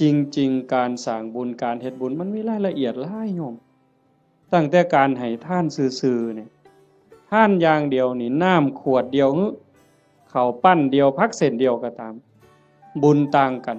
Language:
Northeastern Thai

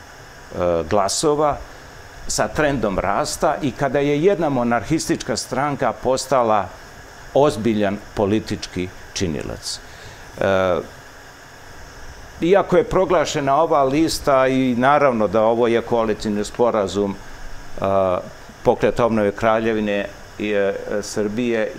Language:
Serbian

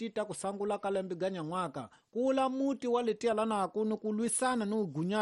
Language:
Tsonga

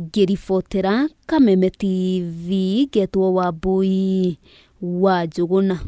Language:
Kikuyu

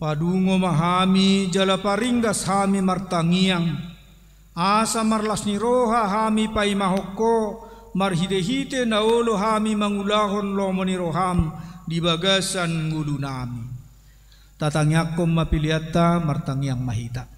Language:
Batak Toba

